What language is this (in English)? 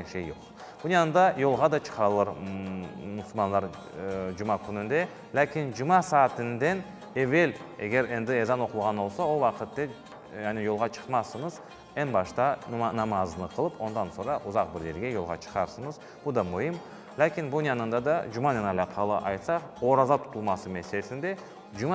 Crimean Tatar